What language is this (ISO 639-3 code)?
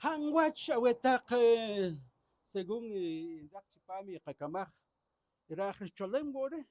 poh